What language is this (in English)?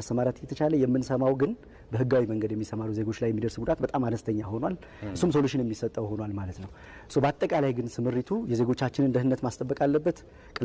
Amharic